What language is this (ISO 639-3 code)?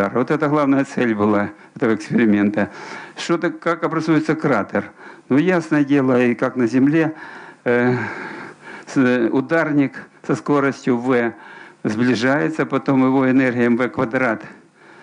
rus